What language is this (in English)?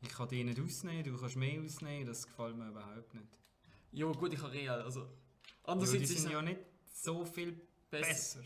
Swiss German